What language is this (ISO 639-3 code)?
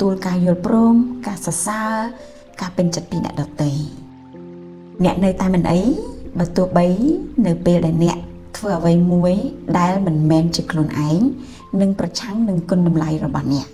khm